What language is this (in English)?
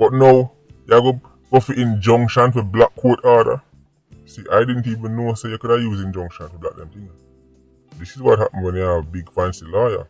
Jamaican Creole English